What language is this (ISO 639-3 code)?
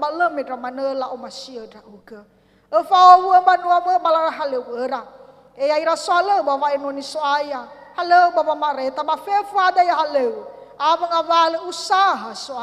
nia